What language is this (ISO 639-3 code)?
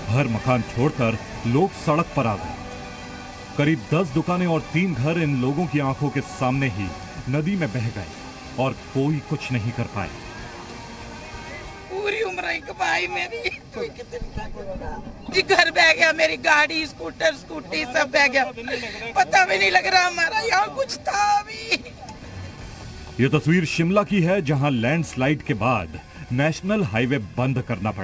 hin